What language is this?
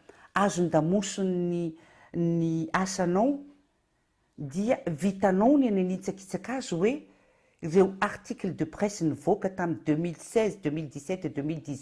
Malagasy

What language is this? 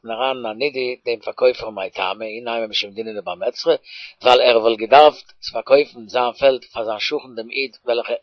Yiddish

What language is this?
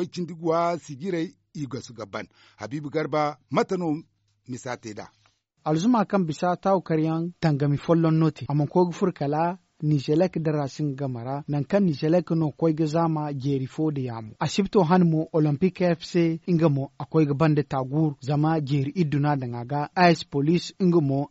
Zarma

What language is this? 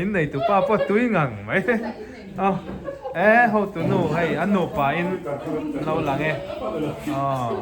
Mizo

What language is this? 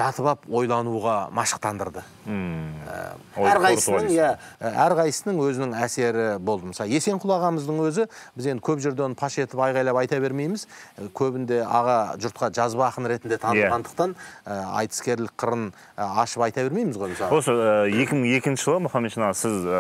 Kazakh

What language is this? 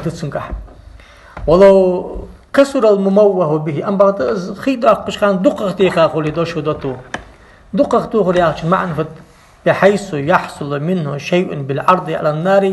Ingush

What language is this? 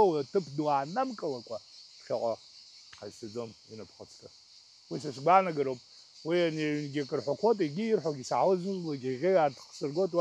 Abkhazian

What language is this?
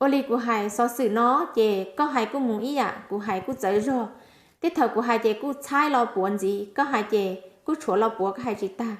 Hmong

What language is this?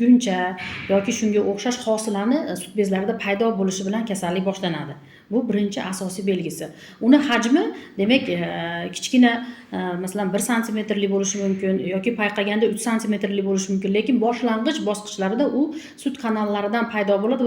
Uzbek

